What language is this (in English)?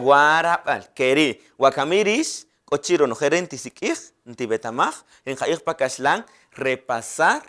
Kaqchikel